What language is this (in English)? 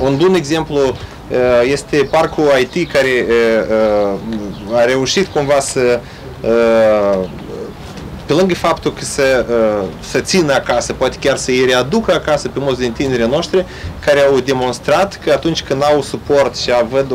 Romanian